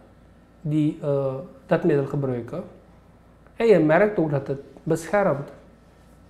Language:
Dutch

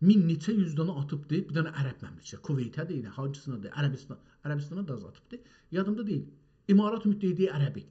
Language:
South Azerbaijani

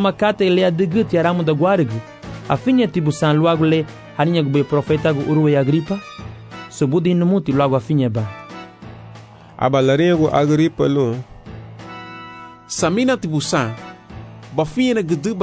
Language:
Garifuna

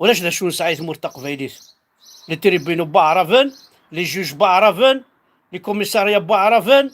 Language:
Kabyle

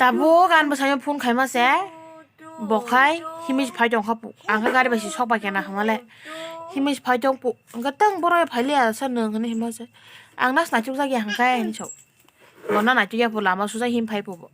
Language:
Kok Borok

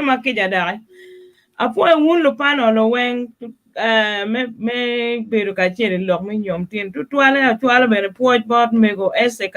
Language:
Acoli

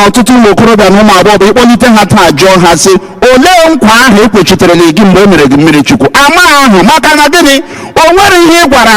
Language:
Igbo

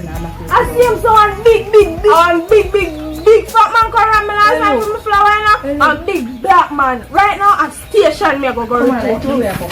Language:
Jamaican Creole English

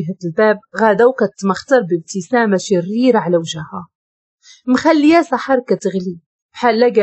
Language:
Moroccan Arabic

